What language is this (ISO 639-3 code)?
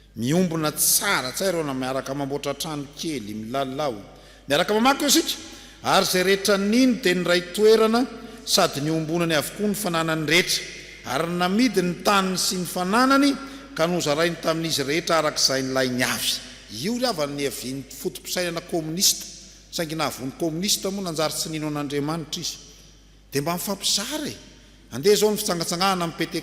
mlg